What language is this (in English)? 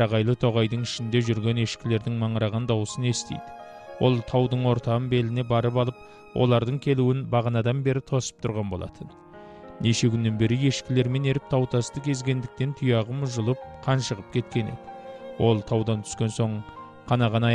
Kazakh